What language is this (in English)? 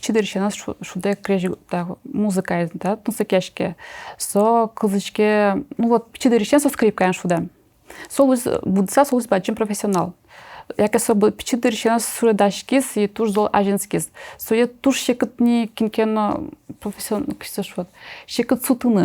Udmurt